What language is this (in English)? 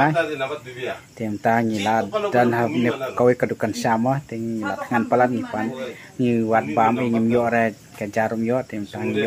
Malay